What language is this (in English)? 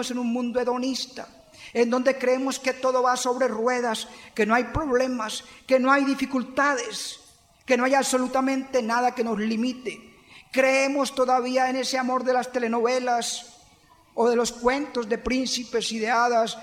Spanish